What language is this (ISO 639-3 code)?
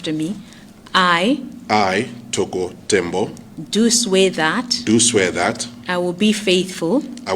nya